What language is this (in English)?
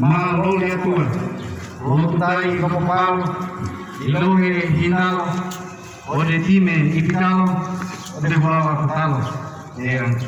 Gorontalo